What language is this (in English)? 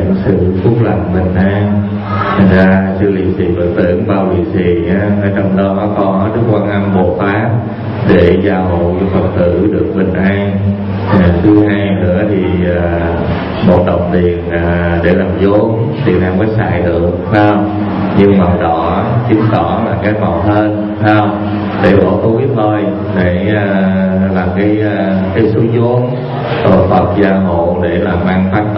Vietnamese